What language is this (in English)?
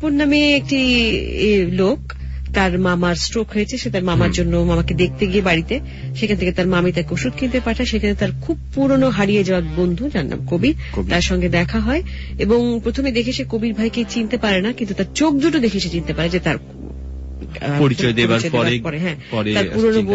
Bangla